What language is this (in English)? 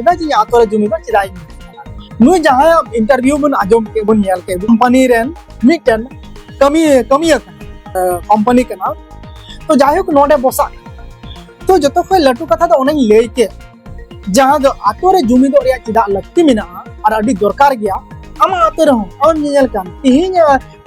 Santali